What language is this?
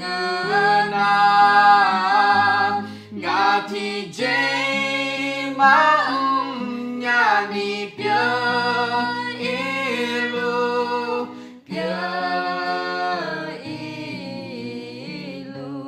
Akha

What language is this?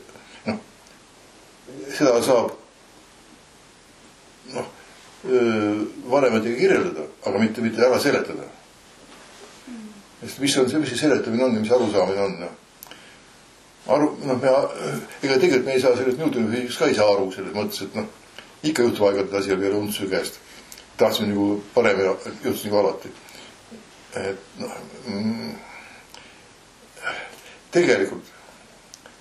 Estonian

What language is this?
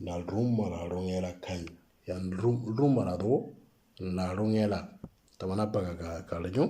Moro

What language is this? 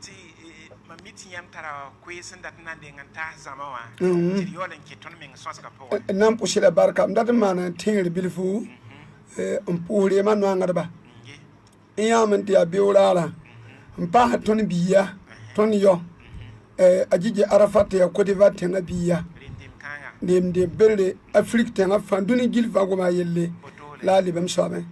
Mossi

